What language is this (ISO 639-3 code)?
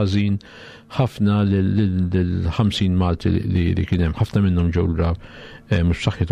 mlt